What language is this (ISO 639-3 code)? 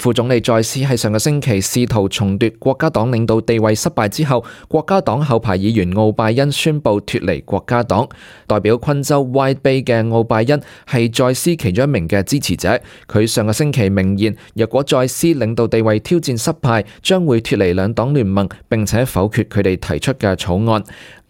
yue